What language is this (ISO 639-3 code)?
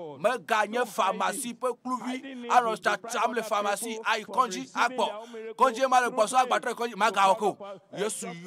ewe